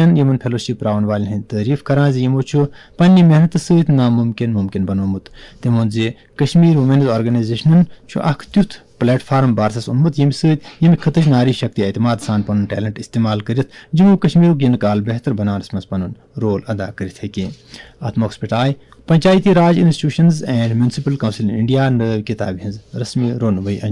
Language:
Kashmiri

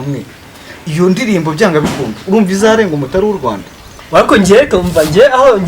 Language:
Kinyarwanda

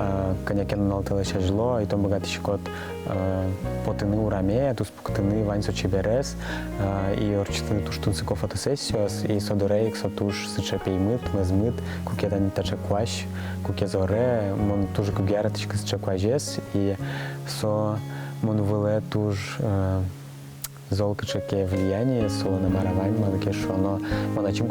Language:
Udmurt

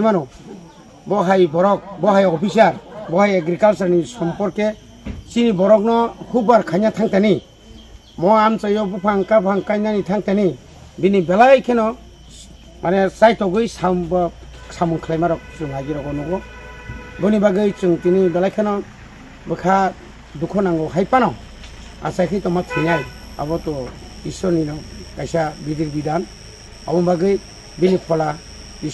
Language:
Kok Borok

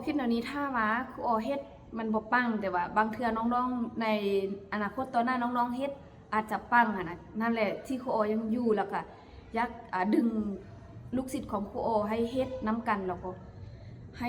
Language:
Lao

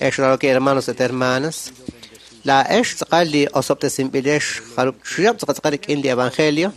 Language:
Kekchí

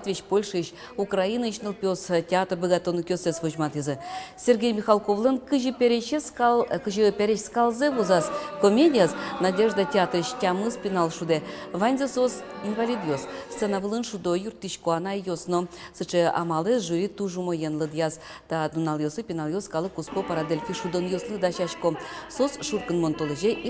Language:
Udmurt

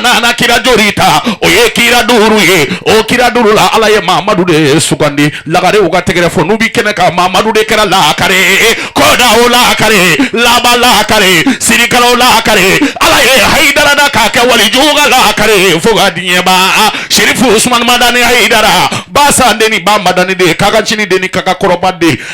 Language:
Bambara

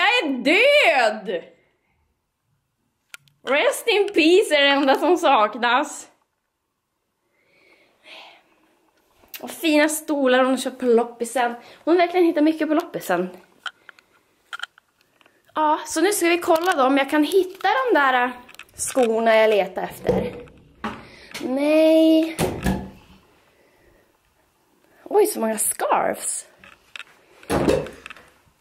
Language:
Swedish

